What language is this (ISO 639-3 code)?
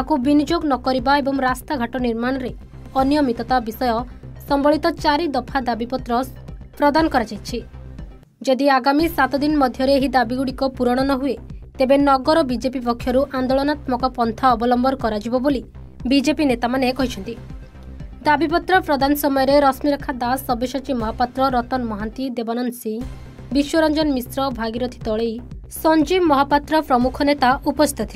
ori